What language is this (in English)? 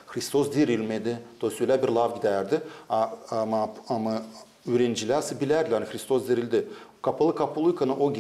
Gagauz